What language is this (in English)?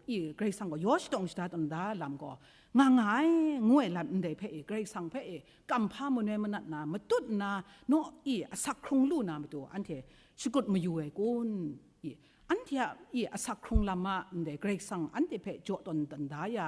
Kachin